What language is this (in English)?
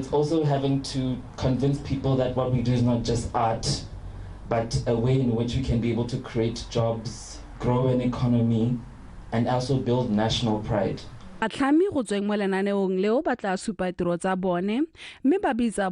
Tswana